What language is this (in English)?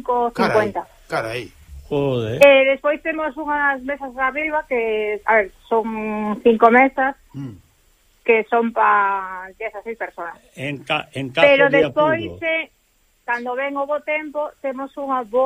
Galician